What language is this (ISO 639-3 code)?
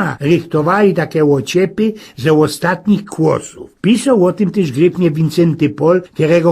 szl